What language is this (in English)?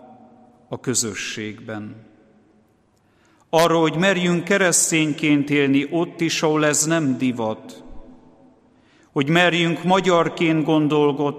Hungarian